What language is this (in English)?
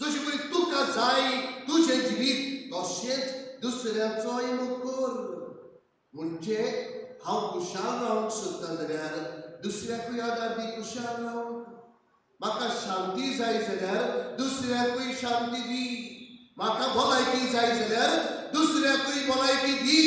Konkani